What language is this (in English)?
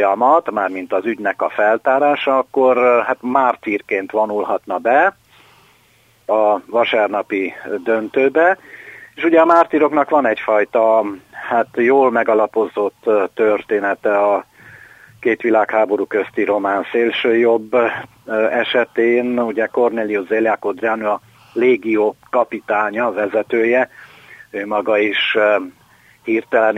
Hungarian